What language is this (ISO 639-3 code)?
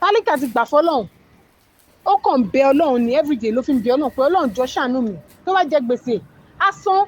yor